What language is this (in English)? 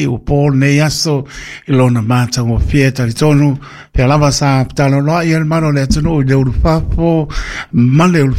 Samoan